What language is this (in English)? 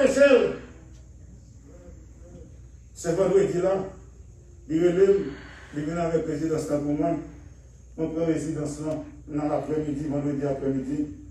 French